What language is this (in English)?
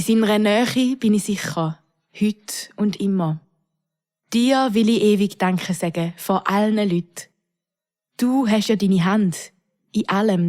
Swiss German